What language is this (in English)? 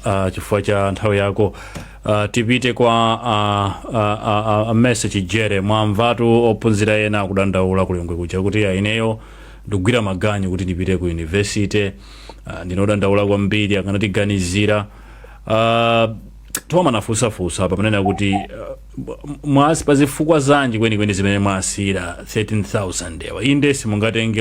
Nyanja